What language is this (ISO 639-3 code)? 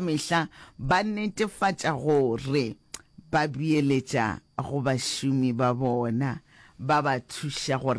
nso